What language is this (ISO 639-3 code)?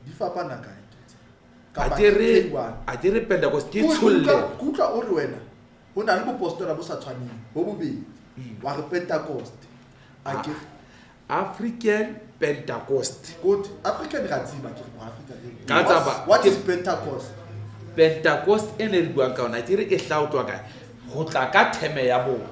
sot